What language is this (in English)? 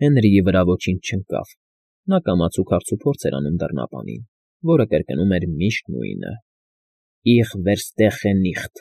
Armenian